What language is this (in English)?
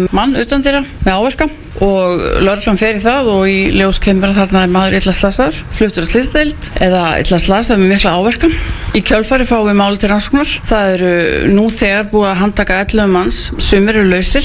Icelandic